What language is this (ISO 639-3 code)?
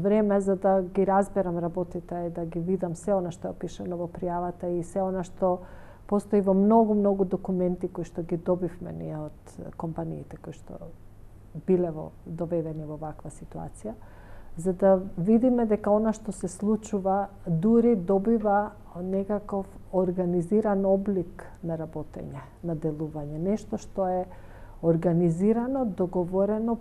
mkd